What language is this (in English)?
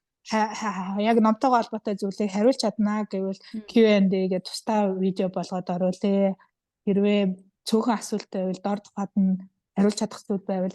Mongolian